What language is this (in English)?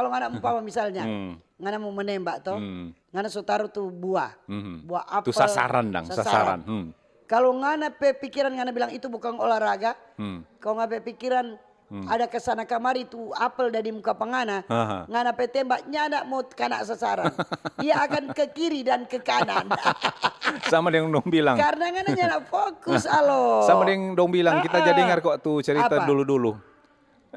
Manado Malay